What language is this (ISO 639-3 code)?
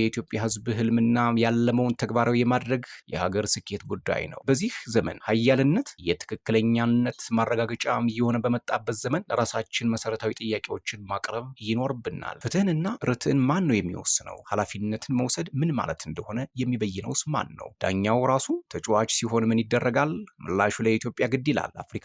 amh